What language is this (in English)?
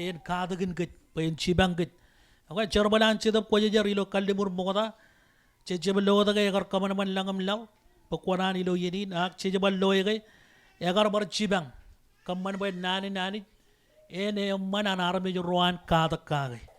Marshallese